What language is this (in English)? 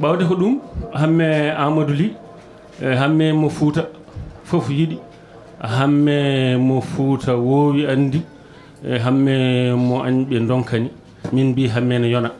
Fula